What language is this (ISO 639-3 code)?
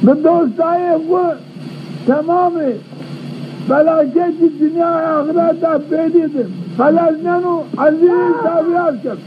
zza